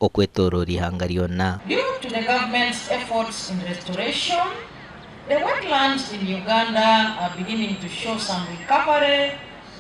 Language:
Nyankole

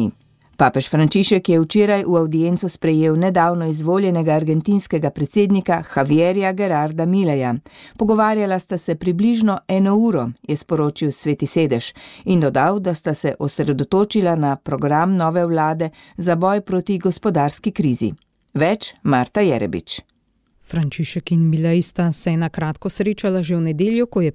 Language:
Slovenian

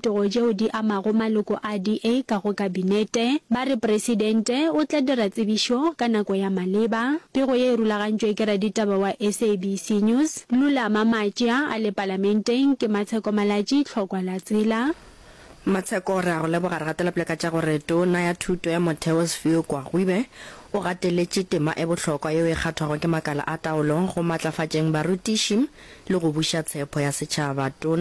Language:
Northern Sotho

